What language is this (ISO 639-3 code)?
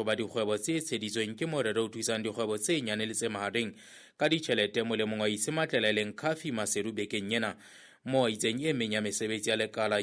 sot